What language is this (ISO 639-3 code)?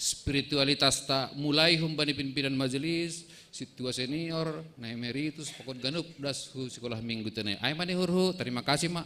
bts